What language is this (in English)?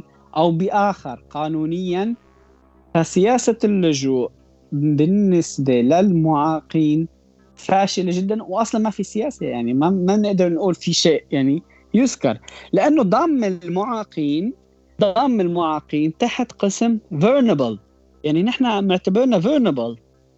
North Levantine Arabic